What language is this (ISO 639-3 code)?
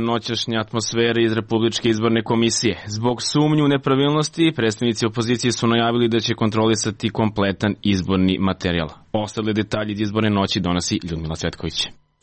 srp